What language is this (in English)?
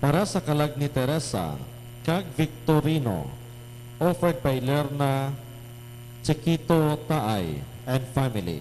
Hiligaynon